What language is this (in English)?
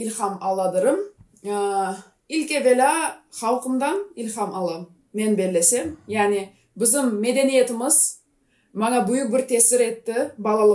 Gagauz